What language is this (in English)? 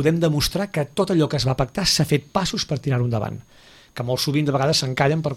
Catalan